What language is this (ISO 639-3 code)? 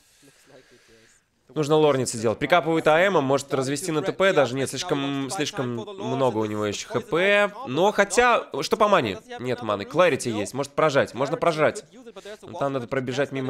rus